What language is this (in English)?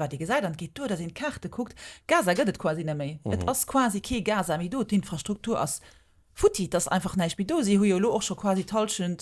Luxembourgish